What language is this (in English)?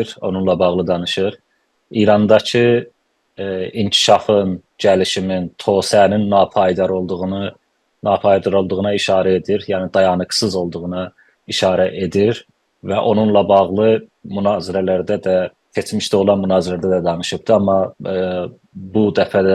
South Azerbaijani